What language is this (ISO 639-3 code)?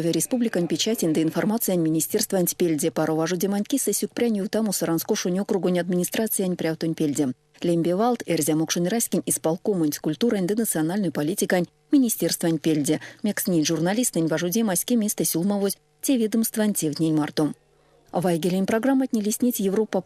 myv